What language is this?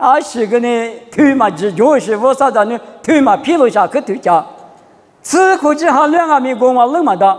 Lisu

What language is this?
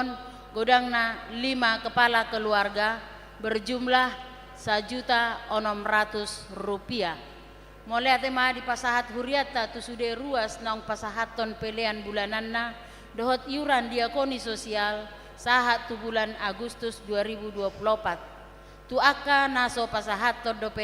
Batak Toba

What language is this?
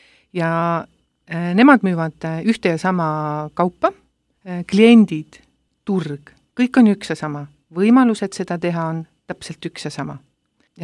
Estonian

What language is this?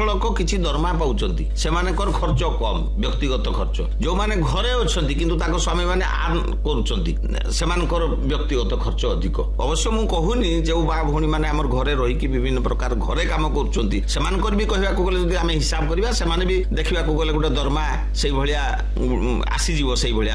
Odia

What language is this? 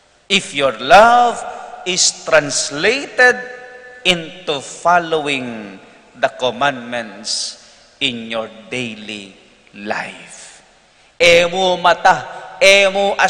Pampanga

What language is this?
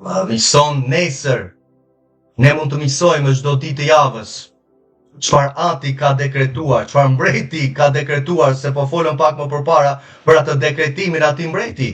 Albanian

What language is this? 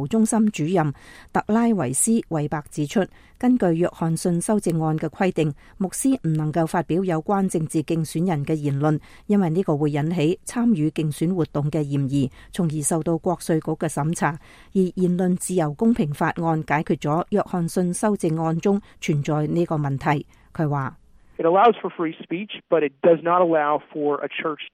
Cantonese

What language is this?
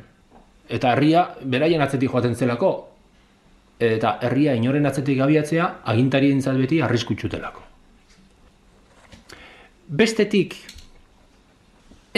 Basque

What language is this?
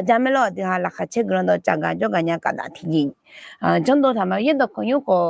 Akha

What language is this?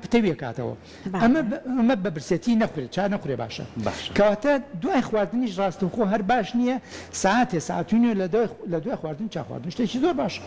Central Kurdish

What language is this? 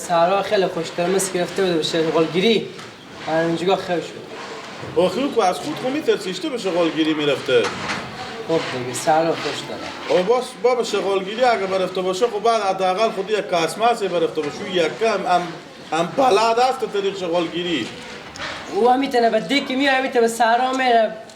Persian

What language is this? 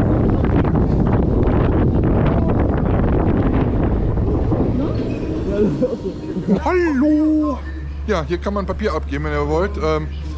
German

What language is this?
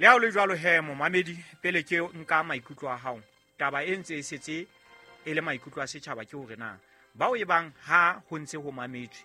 Southern Sotho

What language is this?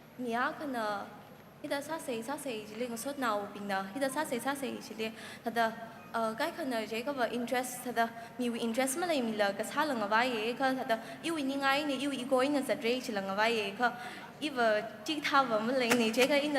Tangkhul Naga (India)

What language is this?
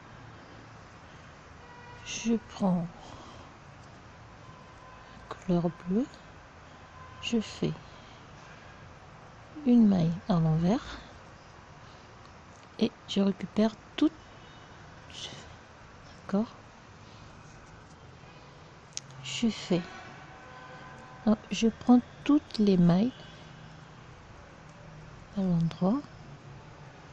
French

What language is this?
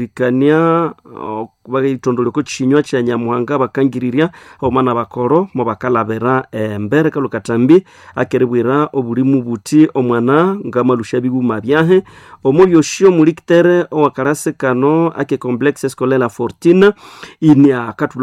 Nande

